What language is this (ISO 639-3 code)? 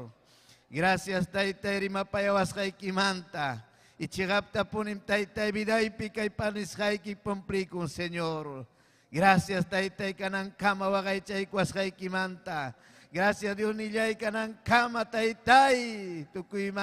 quy